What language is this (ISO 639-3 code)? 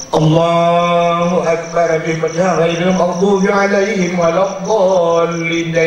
ace